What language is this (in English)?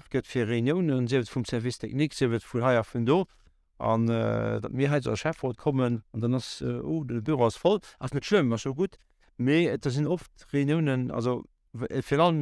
Luxembourgish